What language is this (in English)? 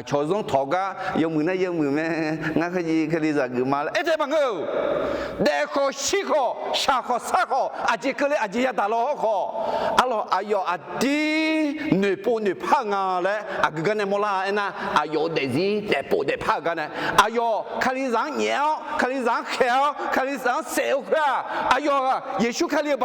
Akha